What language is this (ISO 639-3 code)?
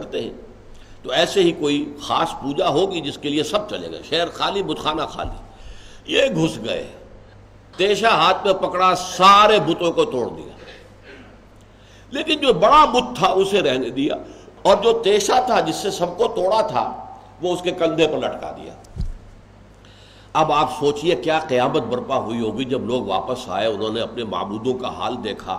urd